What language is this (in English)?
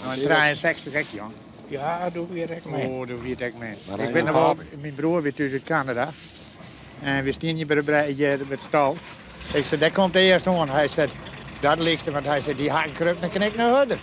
Western Frisian